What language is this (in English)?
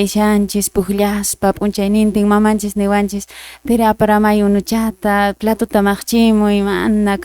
Quechua